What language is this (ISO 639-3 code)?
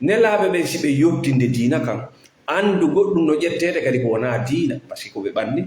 ful